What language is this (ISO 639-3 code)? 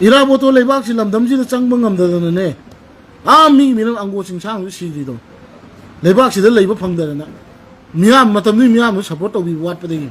mni